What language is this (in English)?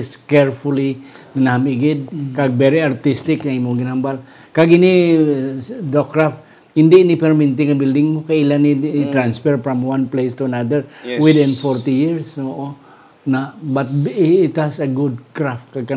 Hiligaynon